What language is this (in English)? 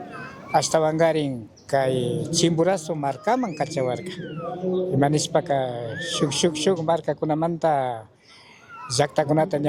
Chimborazo Highland Quichua